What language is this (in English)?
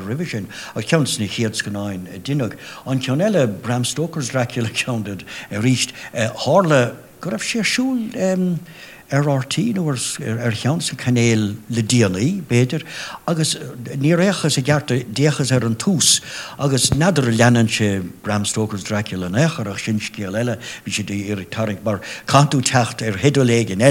Irish